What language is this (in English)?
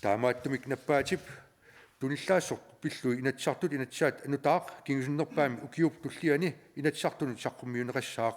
Kalaallisut